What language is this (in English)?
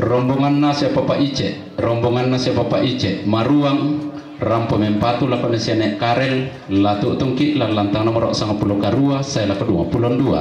Toraja-Sa'dan